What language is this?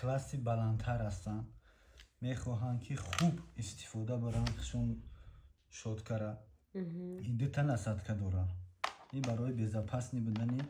Tajik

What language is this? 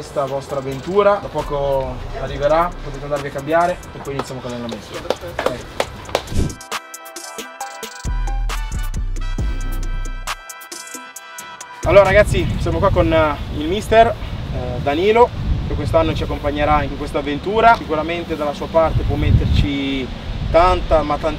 Italian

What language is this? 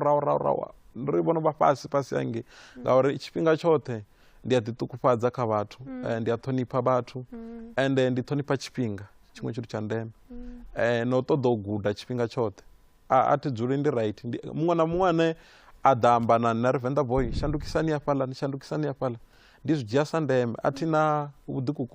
Venda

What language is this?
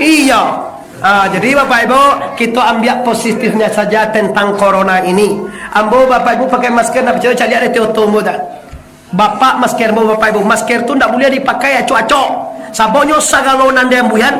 Minangkabau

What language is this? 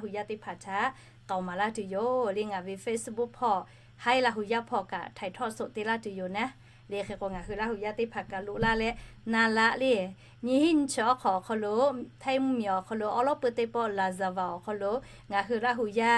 Lahu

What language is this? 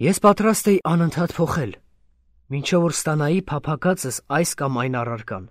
Armenian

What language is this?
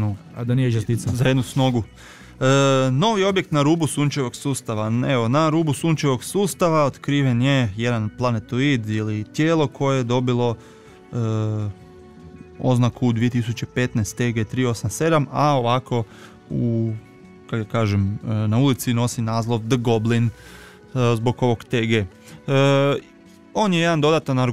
Croatian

